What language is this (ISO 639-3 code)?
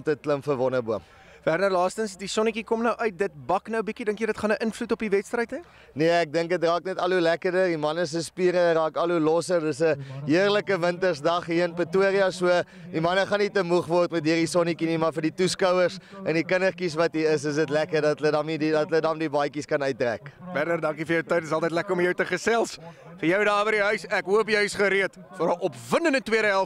afr